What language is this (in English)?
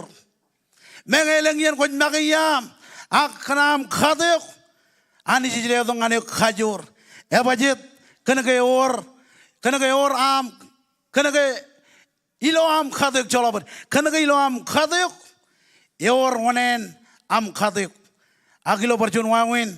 Marshallese